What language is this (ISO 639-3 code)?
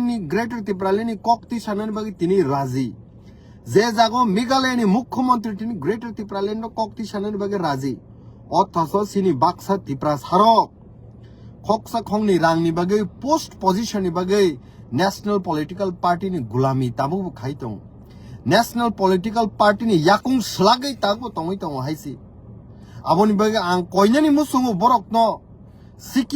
trp